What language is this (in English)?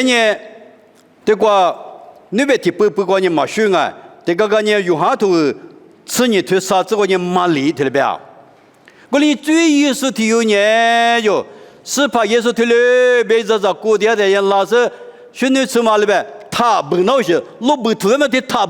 Lisu